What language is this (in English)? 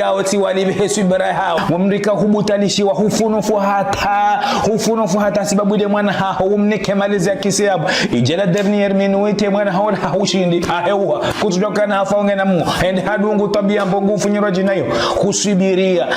Ngazidja Comorian